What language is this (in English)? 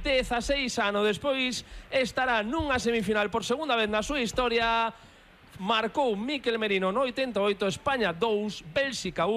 Galician